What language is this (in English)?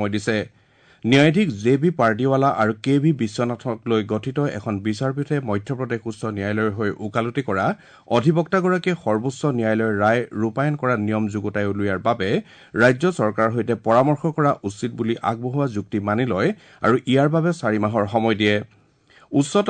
Assamese